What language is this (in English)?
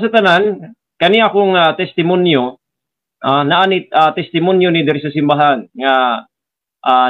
Cebuano